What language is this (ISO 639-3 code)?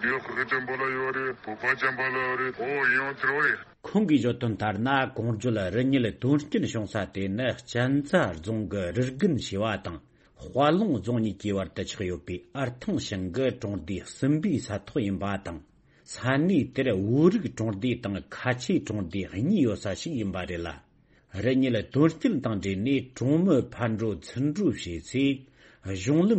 bod